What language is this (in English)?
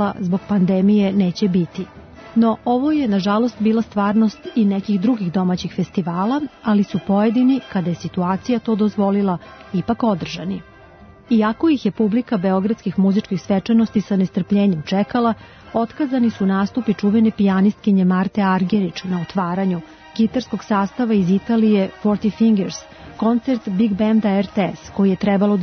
Serbian